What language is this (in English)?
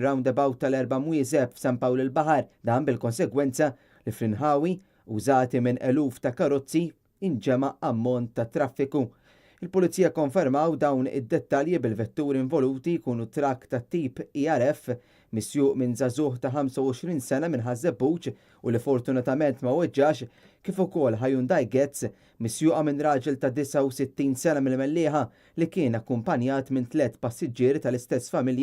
Maltese